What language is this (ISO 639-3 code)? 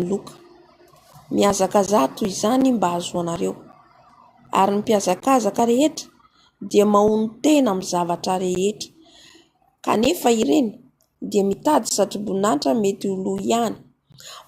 mlg